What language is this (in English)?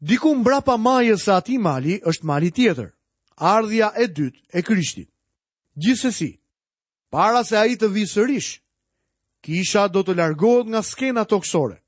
Albanian